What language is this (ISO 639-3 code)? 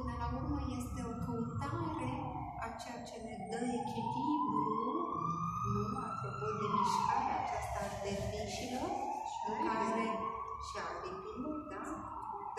ron